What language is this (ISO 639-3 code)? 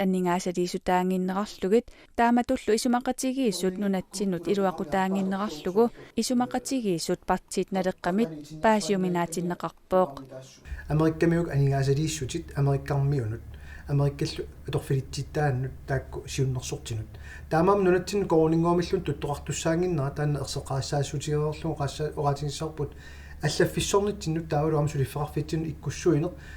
kal